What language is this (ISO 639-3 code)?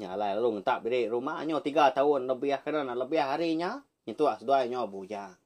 iba